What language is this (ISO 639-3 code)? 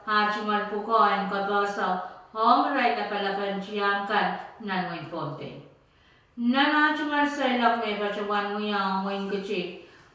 pon